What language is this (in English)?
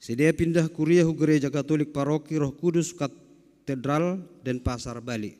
Batak Simalungun